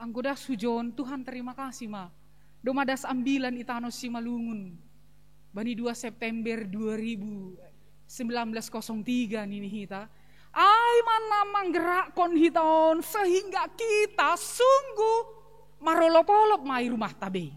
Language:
Batak Simalungun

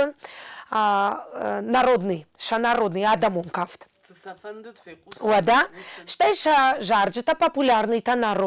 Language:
Ossetic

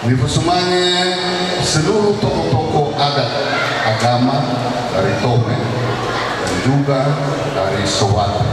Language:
Nias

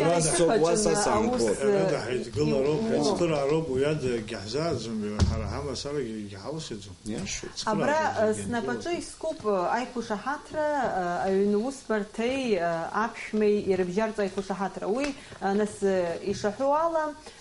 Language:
Abkhazian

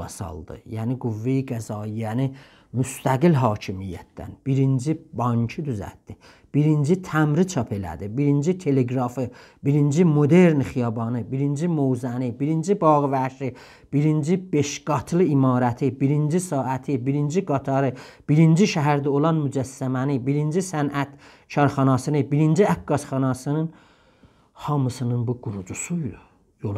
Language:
South Azerbaijani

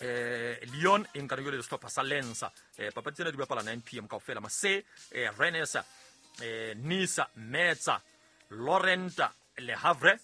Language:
Southern Sotho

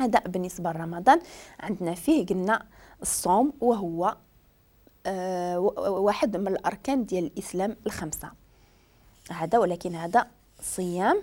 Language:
Moroccan Arabic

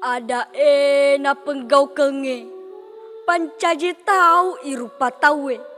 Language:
Buginese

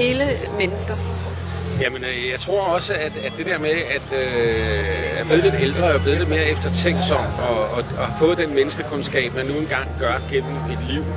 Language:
Danish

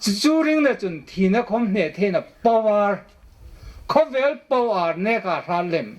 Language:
Hmar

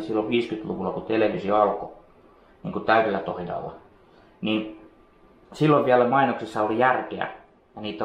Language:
Finnish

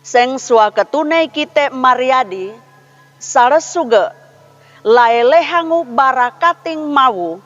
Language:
Sangir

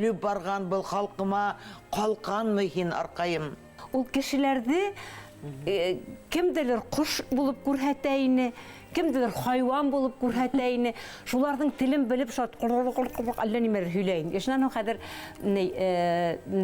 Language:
Bashkir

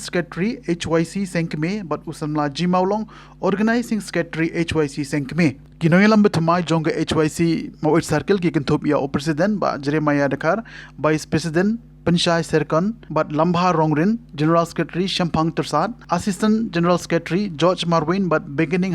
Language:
Khasi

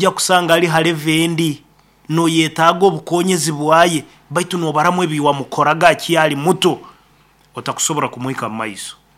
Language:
Nyankole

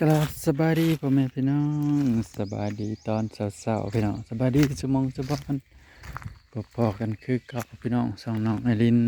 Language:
Northeastern Thai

